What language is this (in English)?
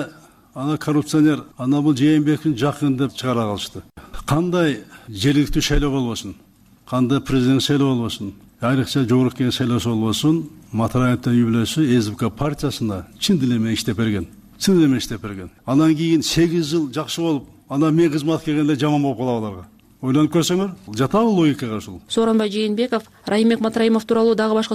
Kyrgyz